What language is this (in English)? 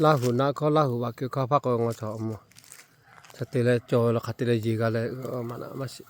Lahu